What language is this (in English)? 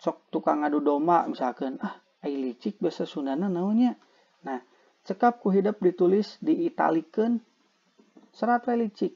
Sundanese